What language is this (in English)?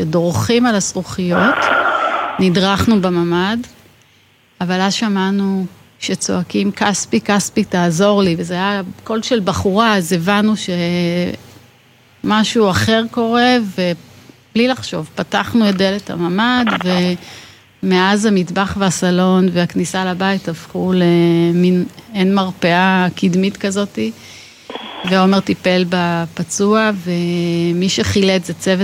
Hebrew